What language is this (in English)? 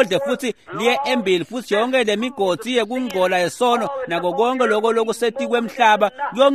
Swati